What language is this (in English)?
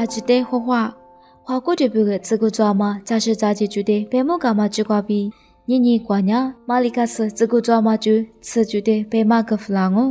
Lisu